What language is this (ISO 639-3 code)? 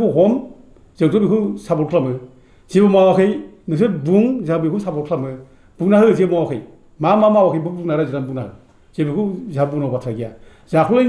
brx